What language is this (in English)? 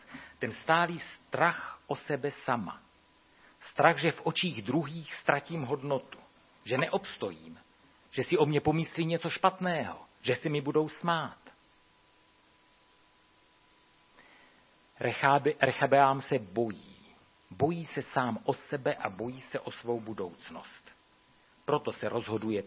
Czech